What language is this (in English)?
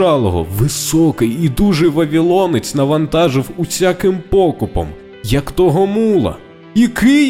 Ukrainian